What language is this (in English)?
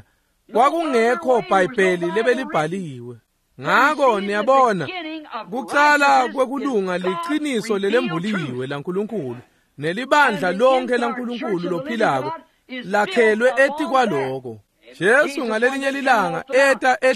Swati